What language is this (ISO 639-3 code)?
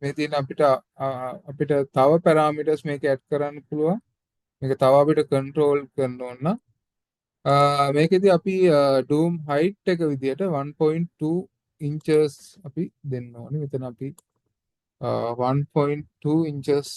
sin